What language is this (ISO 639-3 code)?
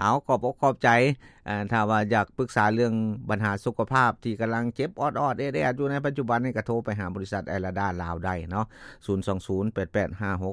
lao